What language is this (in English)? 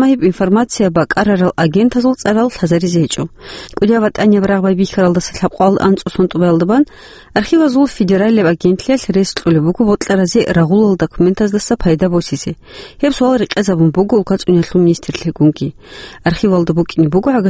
Avaric